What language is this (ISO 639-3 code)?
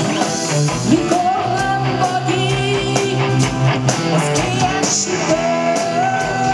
hun